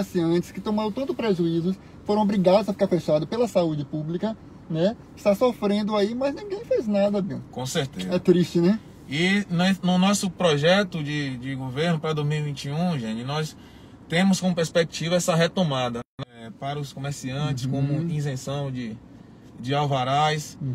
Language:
Portuguese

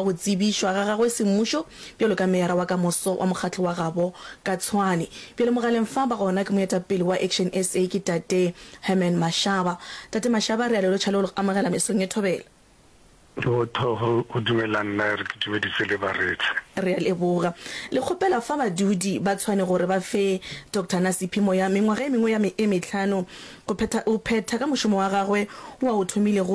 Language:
Northern Sotho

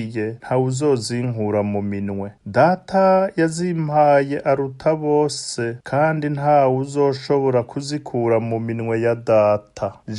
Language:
Rundi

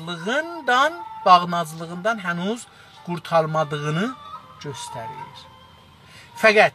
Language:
South Azerbaijani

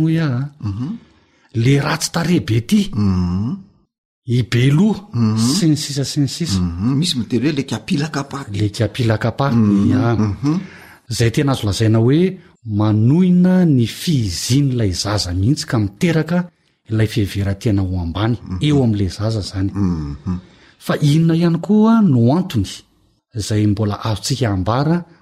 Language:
Malagasy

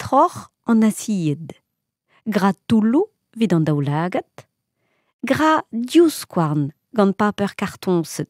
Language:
Breton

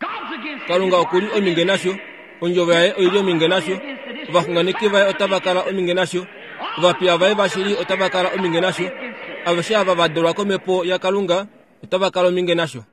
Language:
Kuanyama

